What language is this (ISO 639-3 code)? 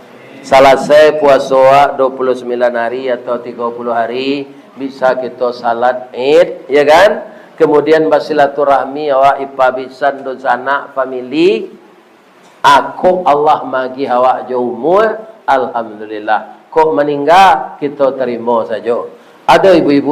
min